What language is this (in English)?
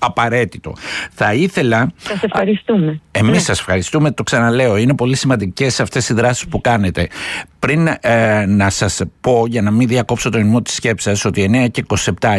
Greek